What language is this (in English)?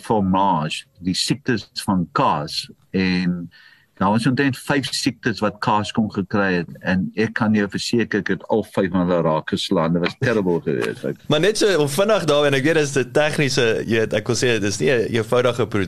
Afrikaans